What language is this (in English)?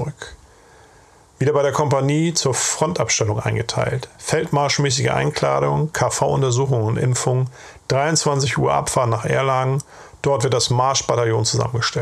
German